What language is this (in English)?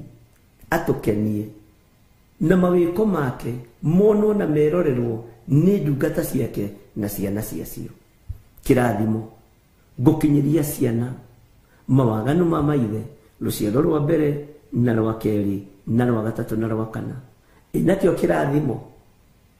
Kikuyu